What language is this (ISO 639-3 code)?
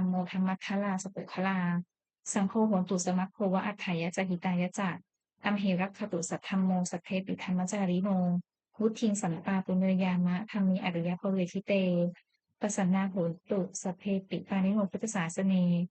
pli